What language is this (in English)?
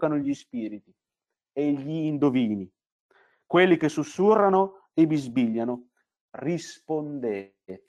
Italian